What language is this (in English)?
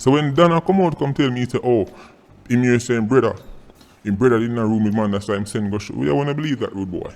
Jamaican Creole English